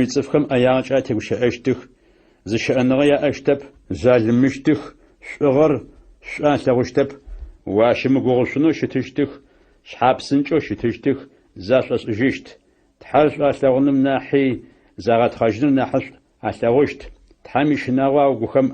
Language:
Adyghe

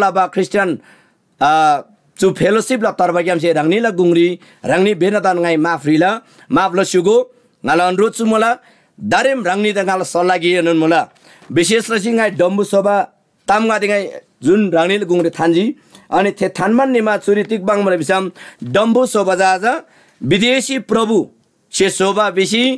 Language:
Eastern Tamang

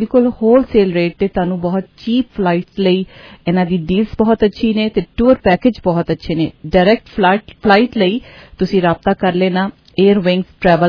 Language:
Punjabi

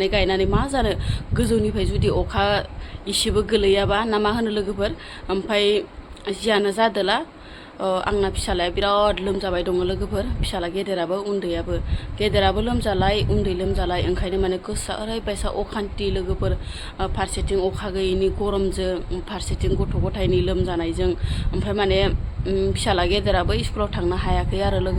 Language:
Bodo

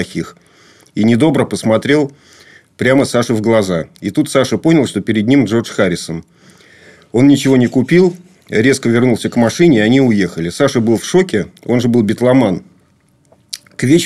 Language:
Russian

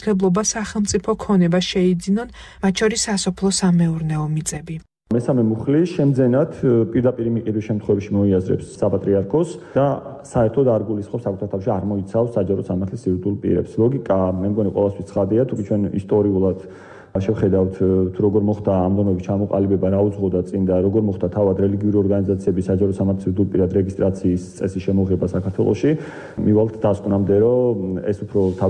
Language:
Georgian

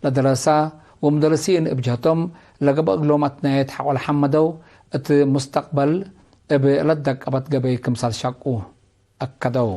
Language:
Tigre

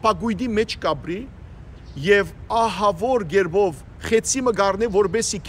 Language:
Western Armenian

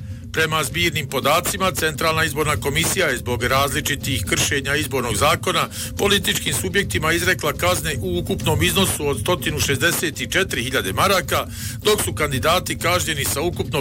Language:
Bosnian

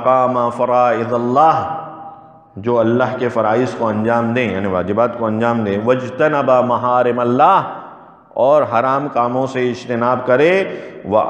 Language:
Urdu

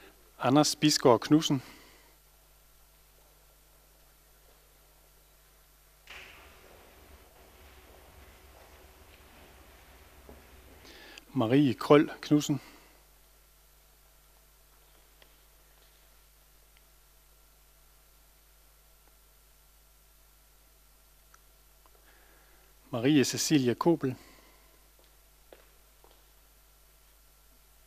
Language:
Danish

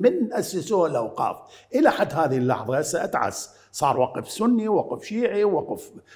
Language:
Mesopotamian Arabic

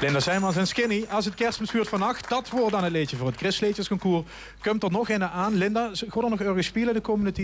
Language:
Limburgish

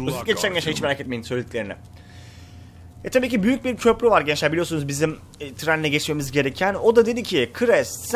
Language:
Turkish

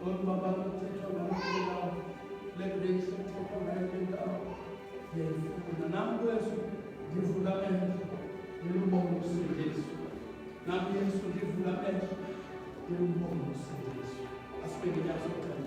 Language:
Xhosa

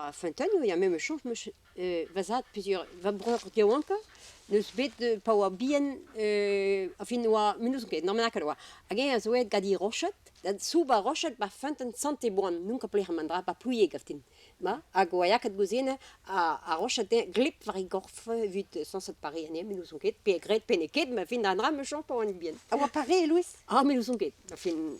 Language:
Breton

